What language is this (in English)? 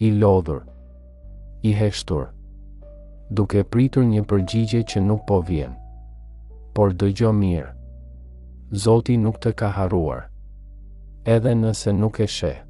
Albanian